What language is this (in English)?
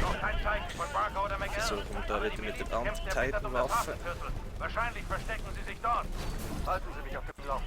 Swiss German